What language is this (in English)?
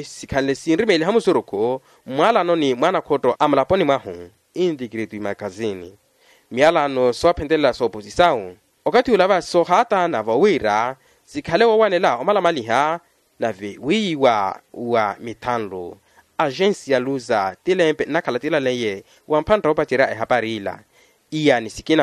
Makhuwa